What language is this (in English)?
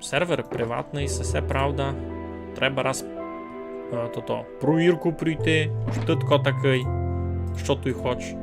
Rusyn